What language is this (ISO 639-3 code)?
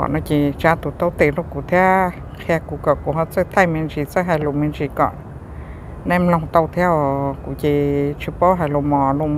hmn